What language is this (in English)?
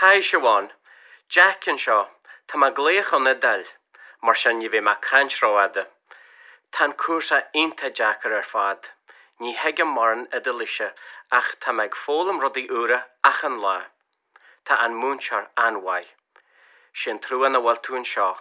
Irish